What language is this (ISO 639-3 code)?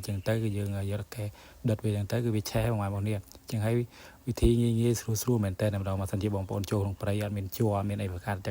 khm